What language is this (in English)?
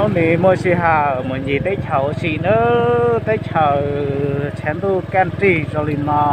Hmong